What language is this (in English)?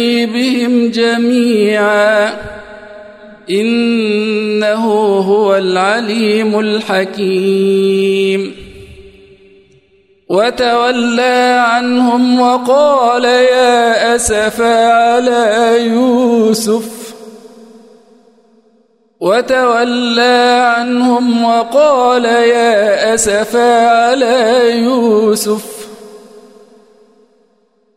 Arabic